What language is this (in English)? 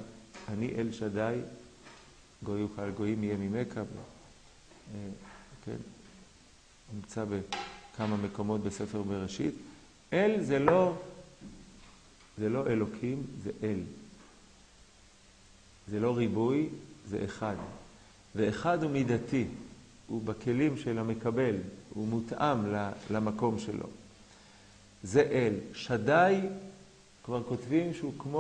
Hebrew